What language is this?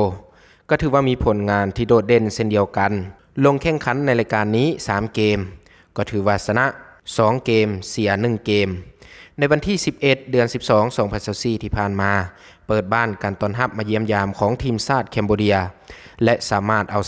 Lao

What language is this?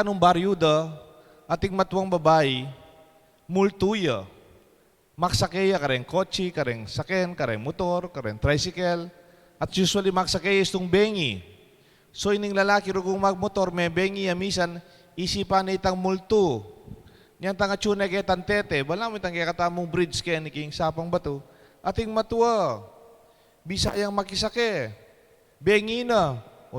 Pampanga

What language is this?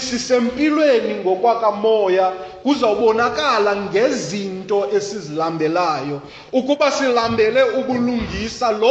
Xhosa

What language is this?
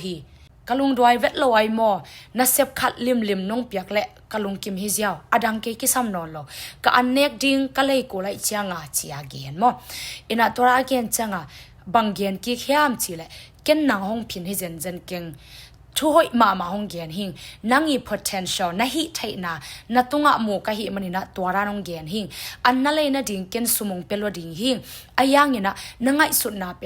Tedim Chin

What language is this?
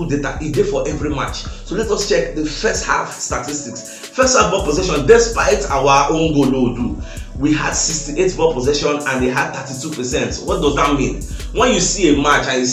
Nigerian Pidgin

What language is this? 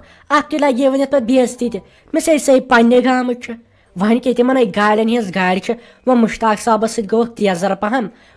Kashmiri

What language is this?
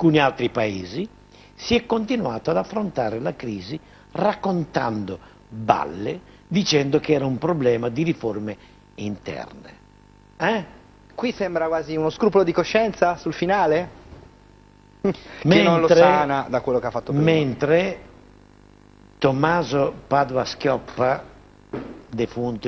Italian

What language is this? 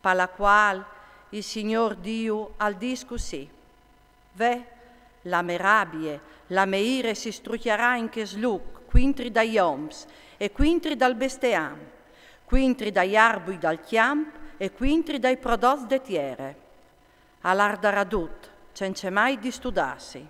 Friulian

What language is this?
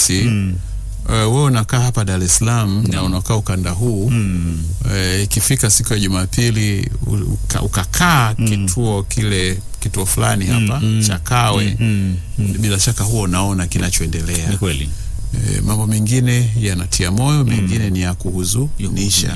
Swahili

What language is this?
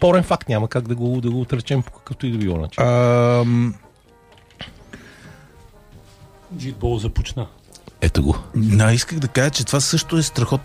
Bulgarian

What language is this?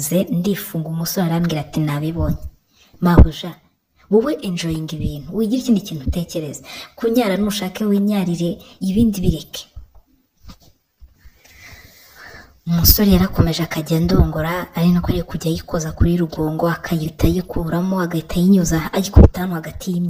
Kinyarwanda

